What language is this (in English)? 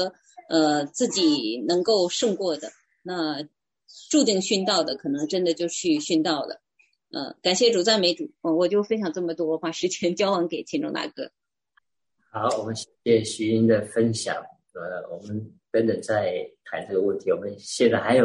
Chinese